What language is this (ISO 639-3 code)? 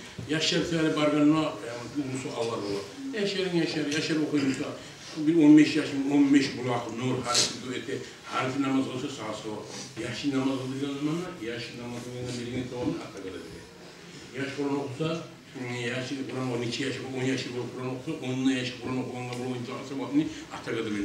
kum